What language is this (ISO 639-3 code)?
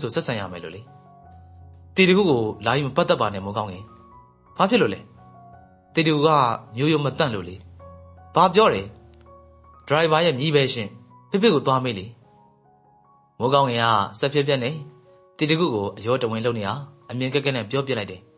mya